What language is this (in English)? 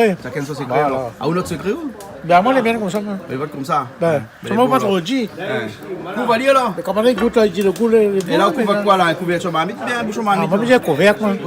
Réunion Creole French